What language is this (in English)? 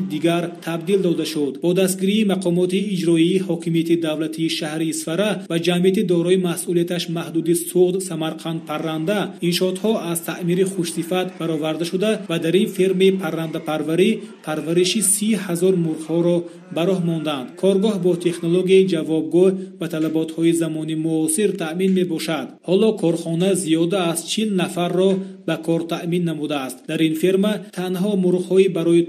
Tajik